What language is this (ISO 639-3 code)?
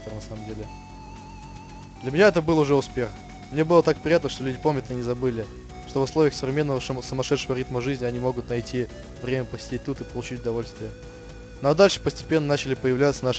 rus